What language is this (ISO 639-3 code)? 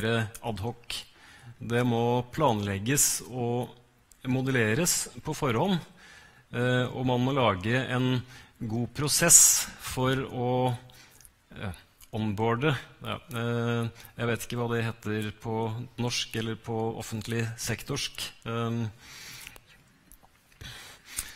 nor